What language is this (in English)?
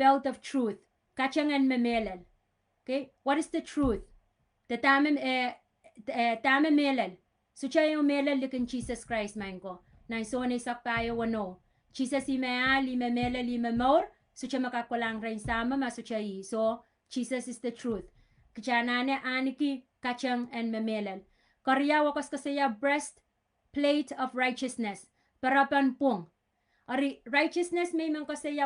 Pohnpeian